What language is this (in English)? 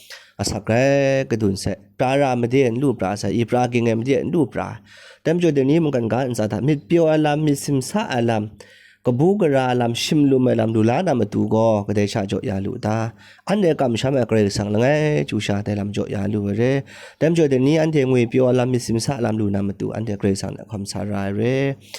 Kachin